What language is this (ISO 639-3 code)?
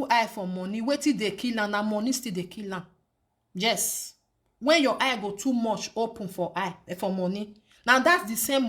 pcm